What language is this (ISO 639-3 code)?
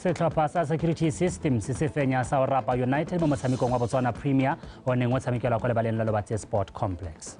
tsn